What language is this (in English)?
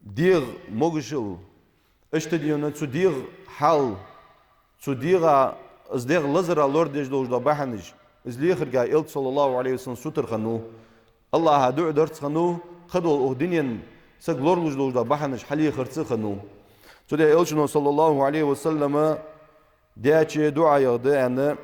Ingush